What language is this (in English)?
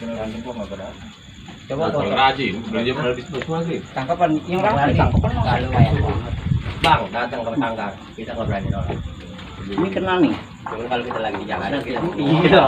Betawi